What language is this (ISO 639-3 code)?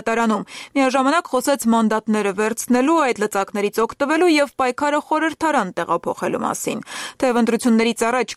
hye